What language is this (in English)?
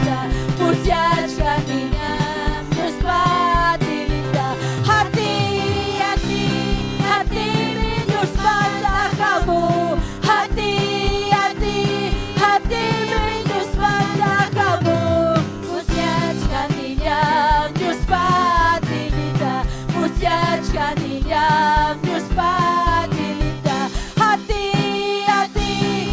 Ayacucho Quechua